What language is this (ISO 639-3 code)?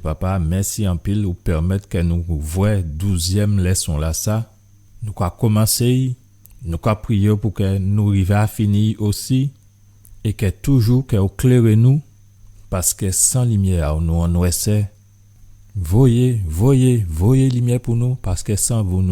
gcf